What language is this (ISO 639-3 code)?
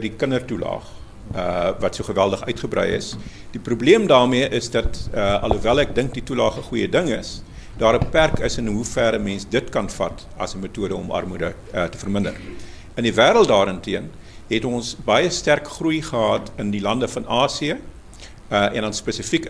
afr